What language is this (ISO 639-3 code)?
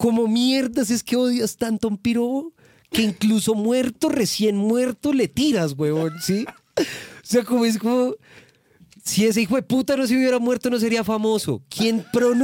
spa